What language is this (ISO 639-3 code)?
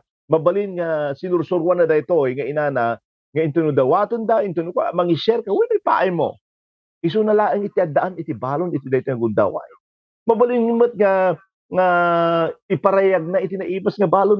ilo